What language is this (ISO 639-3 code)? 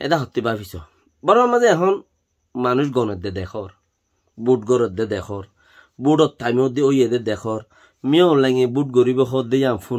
rhg